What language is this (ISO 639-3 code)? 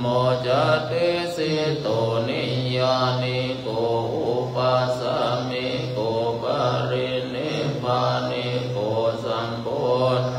pli